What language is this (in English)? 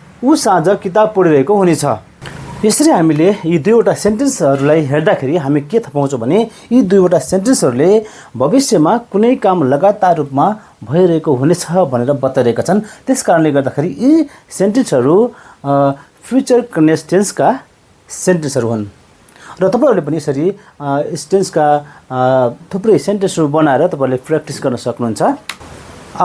Nepali